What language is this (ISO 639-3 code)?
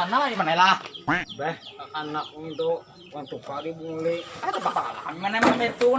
bjn